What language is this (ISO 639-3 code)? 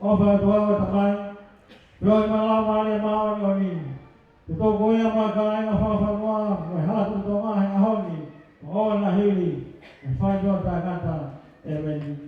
ton